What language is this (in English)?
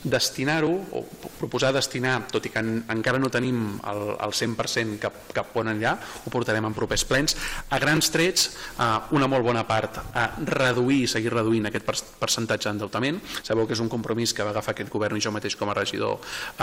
Catalan